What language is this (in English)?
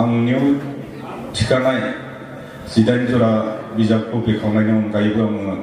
Bodo